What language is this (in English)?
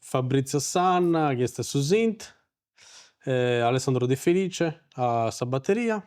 Sardinian